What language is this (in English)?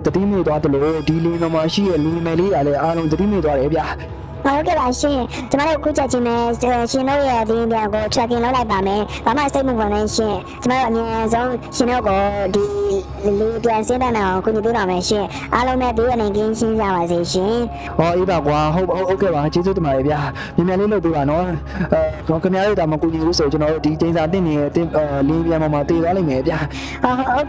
Burmese